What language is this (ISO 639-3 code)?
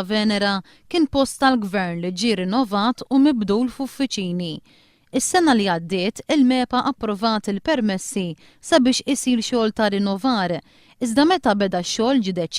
mlt